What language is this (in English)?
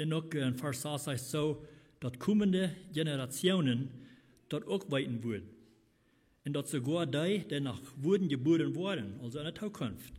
Plautdietsch